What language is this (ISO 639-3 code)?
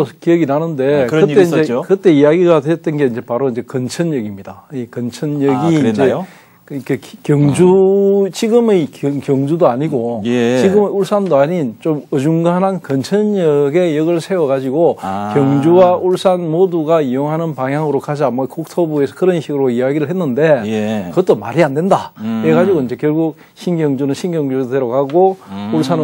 kor